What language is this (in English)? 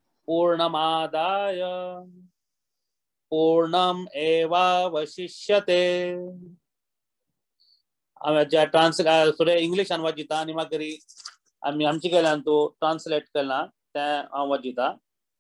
Konkani